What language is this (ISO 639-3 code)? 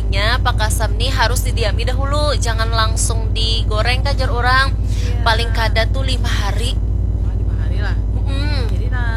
bjn